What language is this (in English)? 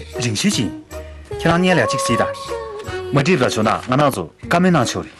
Tibetan